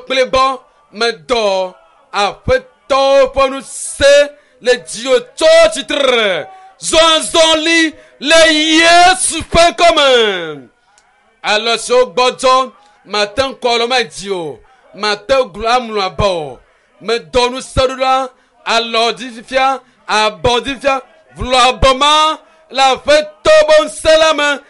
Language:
Ewe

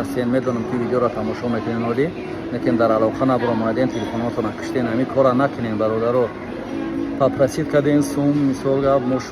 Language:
Tajik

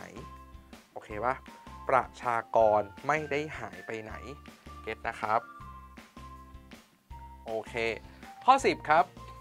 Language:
Thai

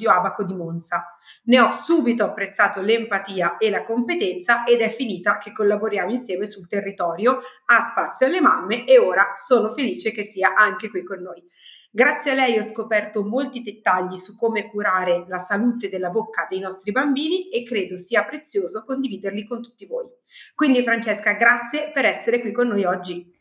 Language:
Italian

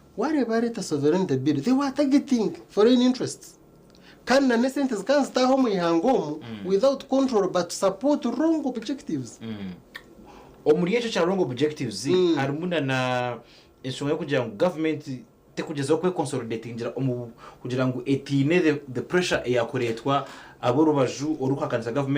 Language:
Nyankole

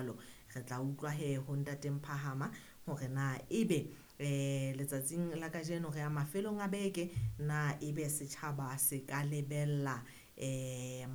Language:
Southern Sotho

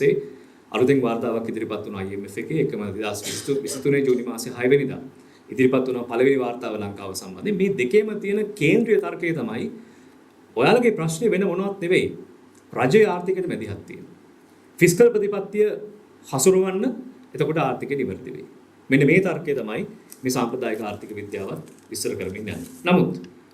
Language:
Sinhala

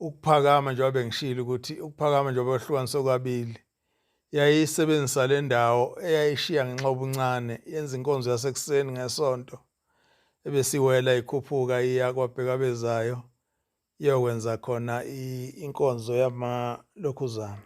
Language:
Zulu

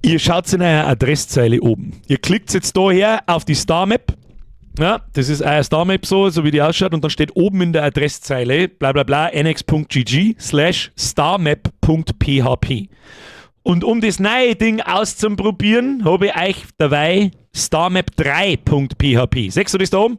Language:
Bavarian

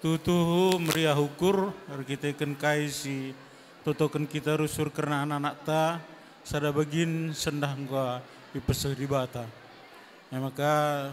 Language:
Batak Karo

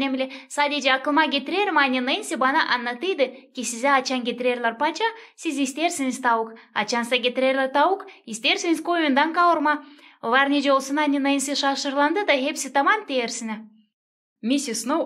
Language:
Gagauz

